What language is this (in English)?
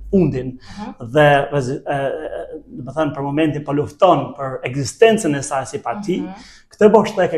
Albanian